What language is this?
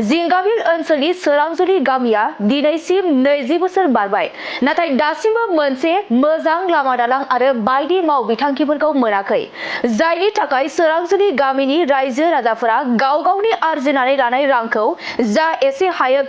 Bodo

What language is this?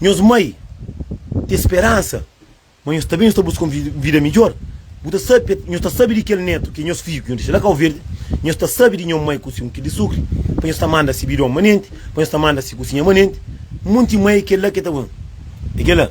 Kabuverdianu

